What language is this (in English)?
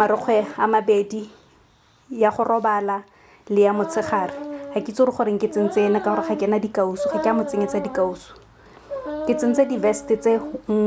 Tswana